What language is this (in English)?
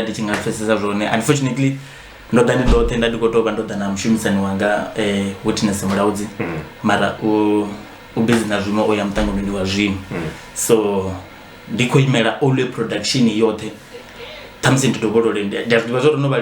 Venda